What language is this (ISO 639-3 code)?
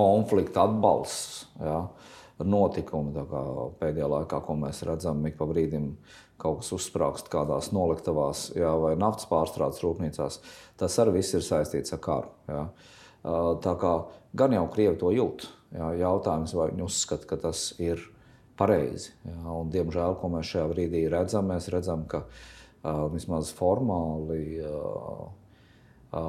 lav